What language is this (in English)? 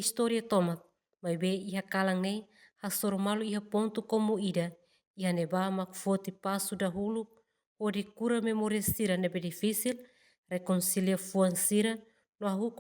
Tetum